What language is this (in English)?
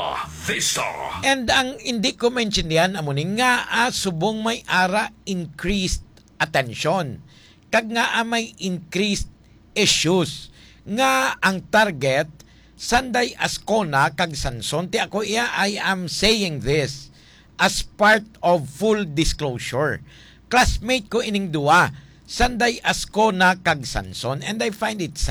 Hiligaynon